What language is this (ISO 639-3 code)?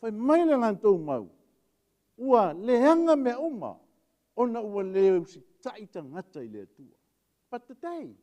smo